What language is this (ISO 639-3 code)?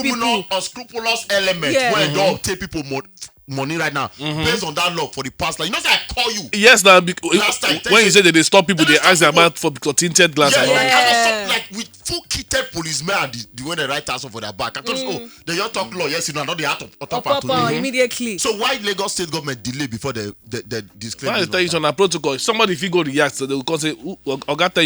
pcm